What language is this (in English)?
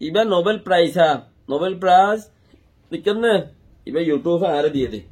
Rohingya